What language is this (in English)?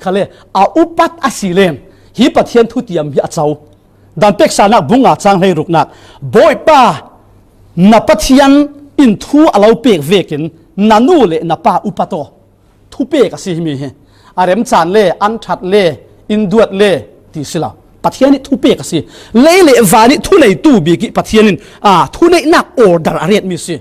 Falam Chin